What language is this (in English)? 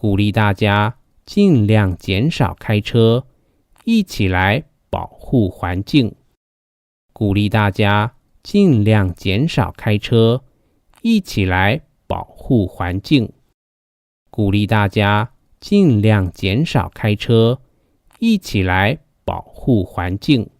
Hakka Chinese